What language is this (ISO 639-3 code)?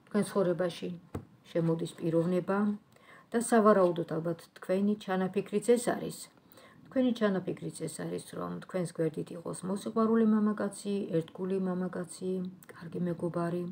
kat